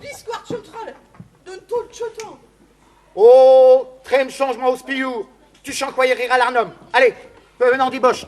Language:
Breton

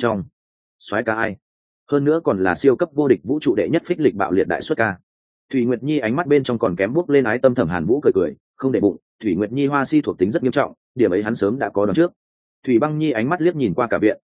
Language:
Vietnamese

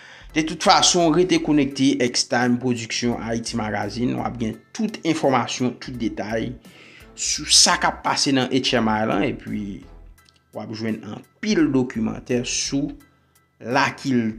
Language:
Haitian Creole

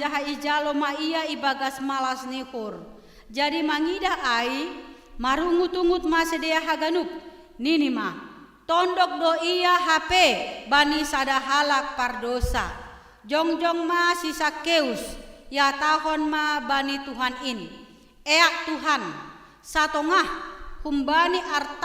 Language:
Batak Simalungun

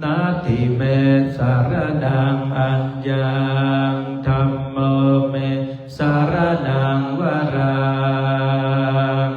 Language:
Pali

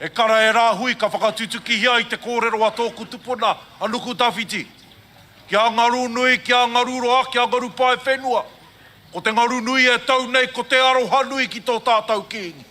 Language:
Māori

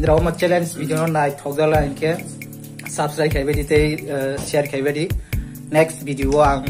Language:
Kok Borok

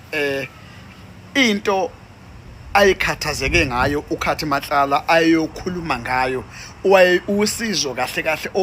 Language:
Zulu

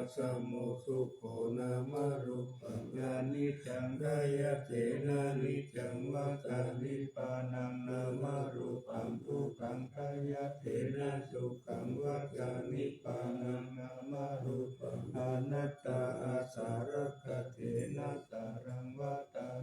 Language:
Pali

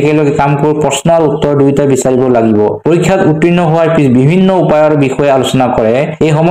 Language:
Assamese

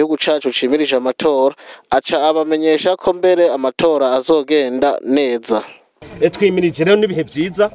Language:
Rundi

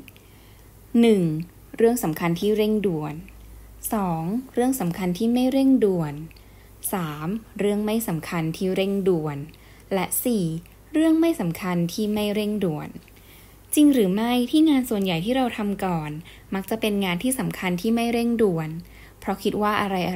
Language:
Thai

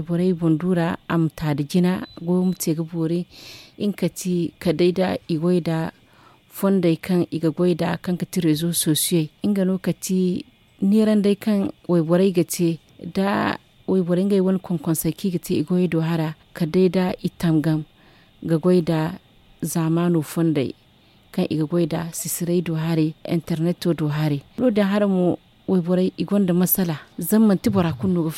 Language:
Zarma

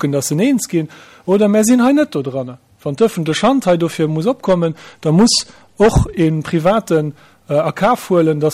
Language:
Luxembourgish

